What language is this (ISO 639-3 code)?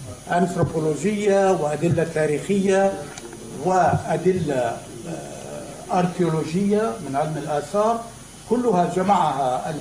apc